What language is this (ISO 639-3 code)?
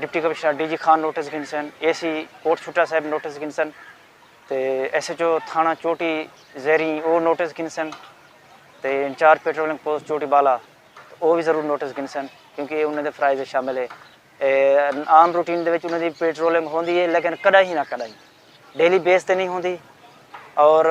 skr